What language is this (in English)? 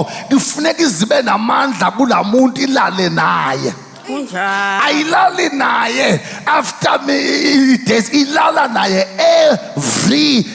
Zulu